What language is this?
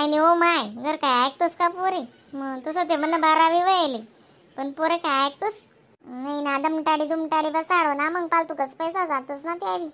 Khandesi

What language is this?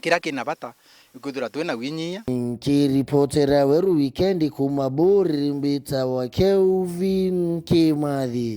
Meru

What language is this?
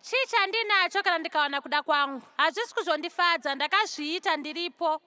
Shona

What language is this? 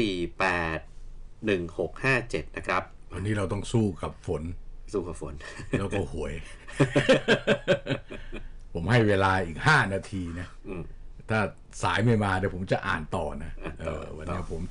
Thai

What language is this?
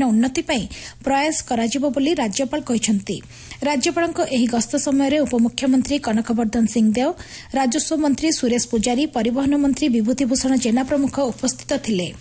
Odia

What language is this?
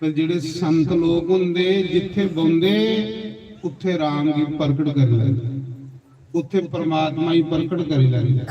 Dogri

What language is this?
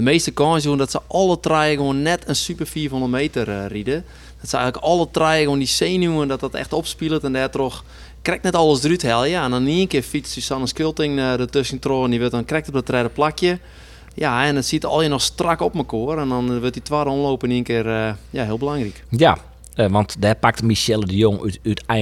Western Frisian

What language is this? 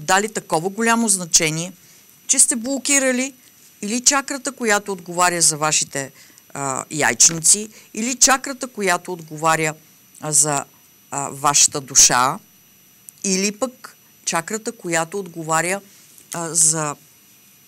Bulgarian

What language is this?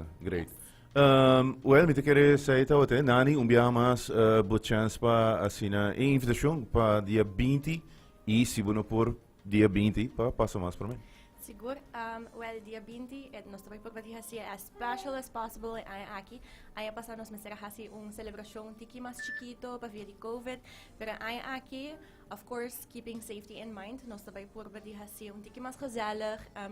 Papiamento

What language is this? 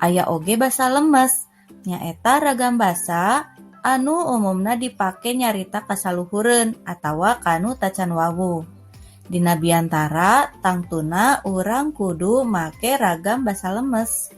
Sundanese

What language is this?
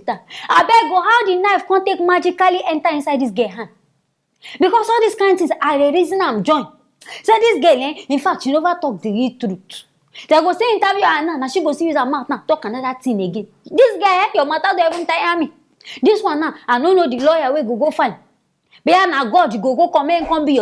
Nigerian Pidgin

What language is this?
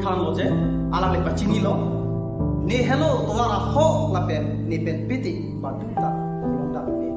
Karbi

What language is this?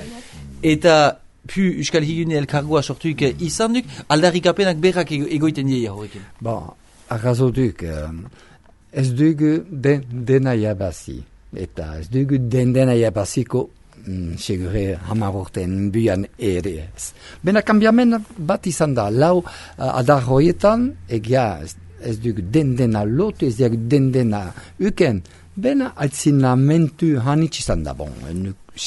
Basque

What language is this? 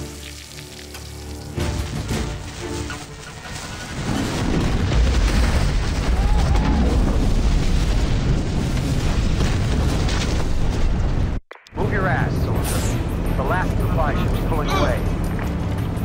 English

